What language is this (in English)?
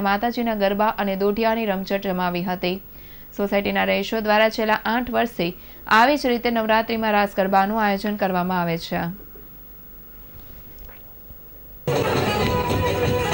Gujarati